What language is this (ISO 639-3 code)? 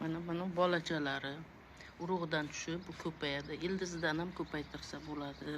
uzb